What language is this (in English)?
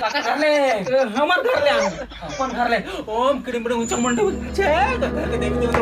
Chhattisgarhi